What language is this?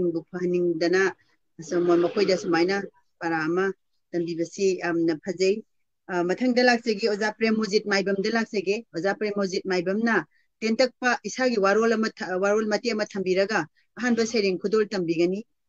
Manipuri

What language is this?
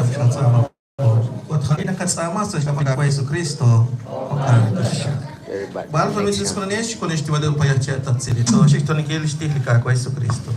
Kekchí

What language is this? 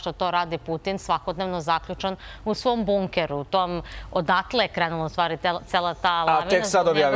Serbian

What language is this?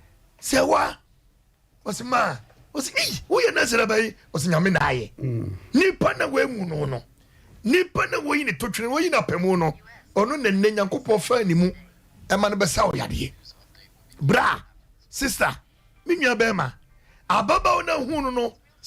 Akan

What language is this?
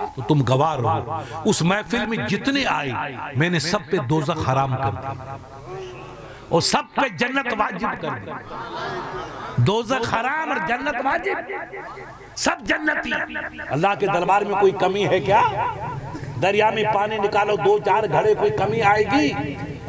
Urdu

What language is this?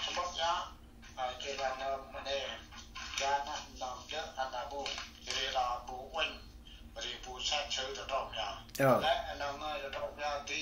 Central Mnong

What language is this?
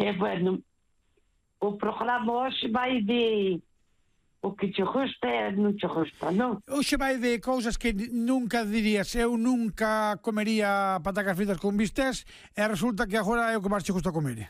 Galician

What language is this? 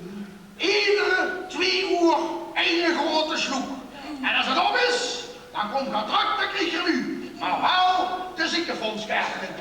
Limburgish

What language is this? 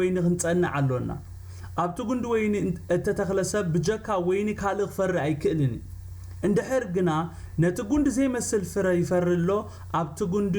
Tigrinya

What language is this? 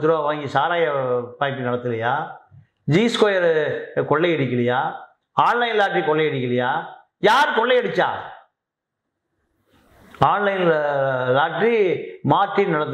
Tamil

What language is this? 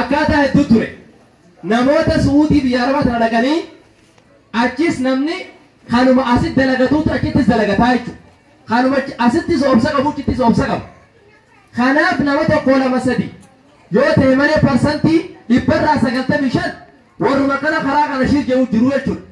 Oromo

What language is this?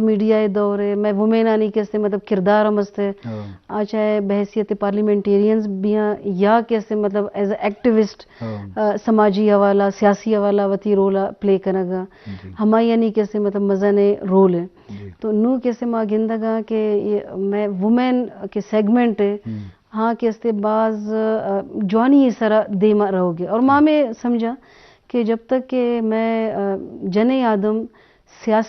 Eastern Balochi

